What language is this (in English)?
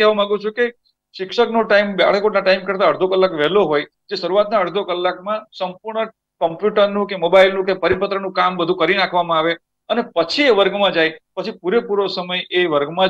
Gujarati